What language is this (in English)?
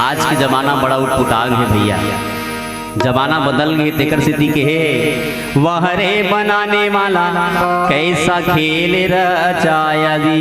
Chhattisgarhi